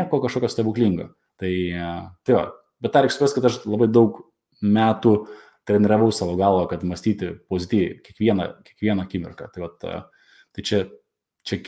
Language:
Lithuanian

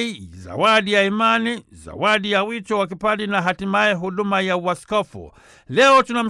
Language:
Swahili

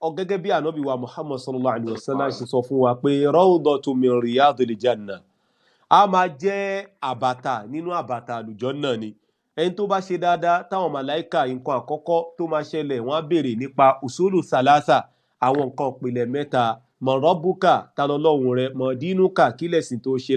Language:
Yoruba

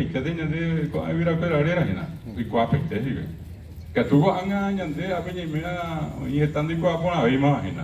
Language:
Guarani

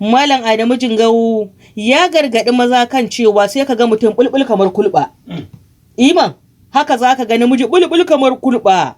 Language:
Hausa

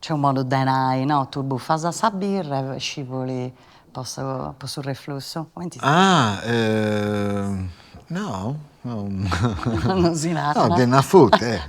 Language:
Sardinian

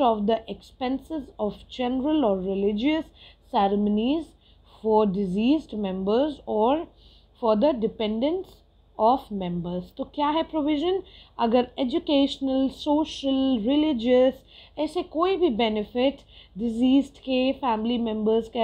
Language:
Hindi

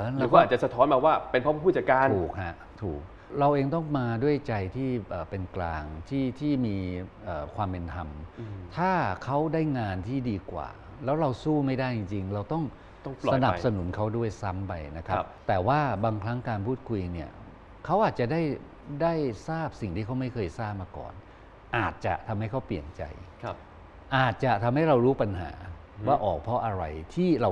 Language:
Thai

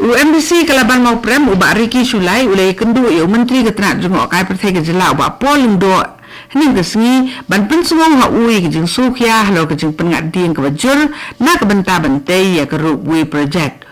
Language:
Khasi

